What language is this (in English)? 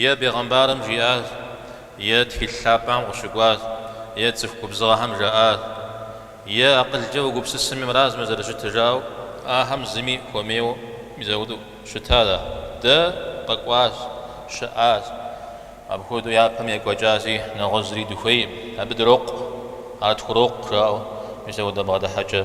Kabardian